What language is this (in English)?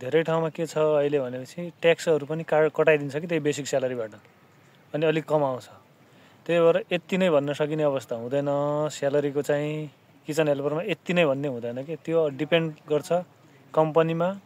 Nepali